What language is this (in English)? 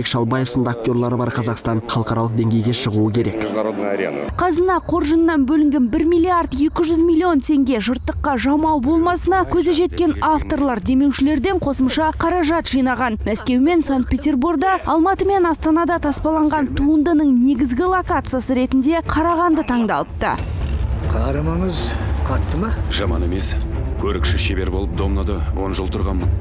Kazakh